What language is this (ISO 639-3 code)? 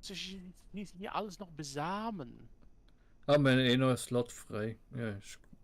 gsw